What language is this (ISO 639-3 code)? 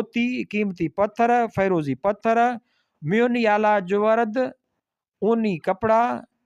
snd